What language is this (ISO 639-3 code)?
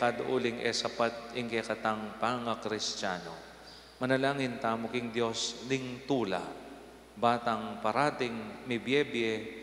pam